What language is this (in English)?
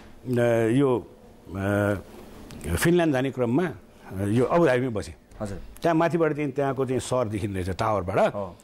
Nepali